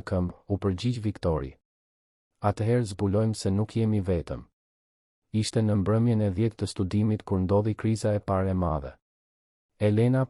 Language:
Albanian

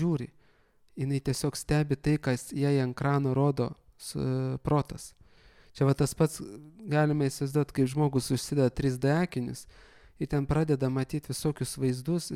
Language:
Lithuanian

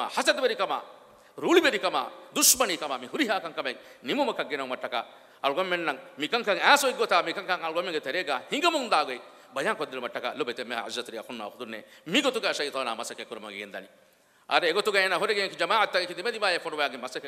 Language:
Divehi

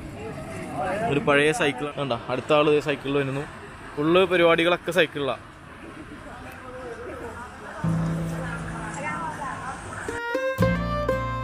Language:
Malayalam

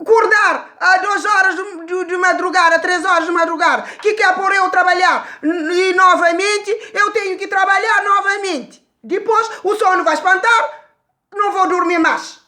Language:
Kabuverdianu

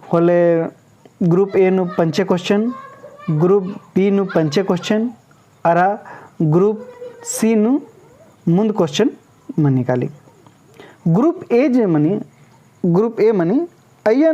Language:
Kurukh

